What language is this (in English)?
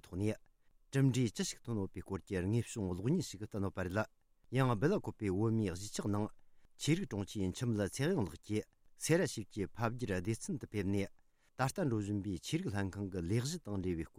Tibetan